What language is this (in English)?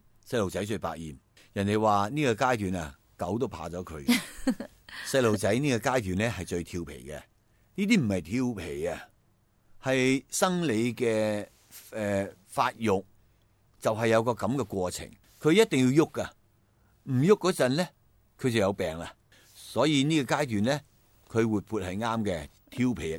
Cantonese